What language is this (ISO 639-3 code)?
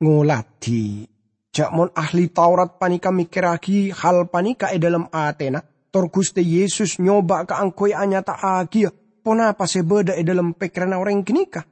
mad